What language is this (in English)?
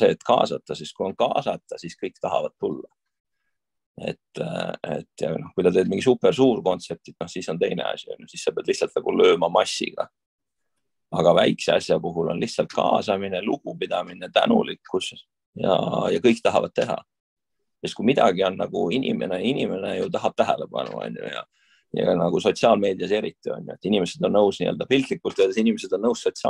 Estonian